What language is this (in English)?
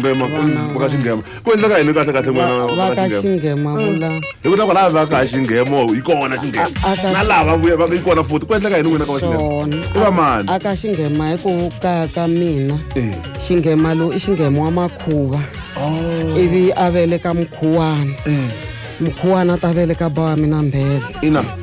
Tsonga